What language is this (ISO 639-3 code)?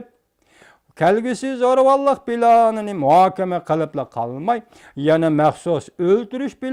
uig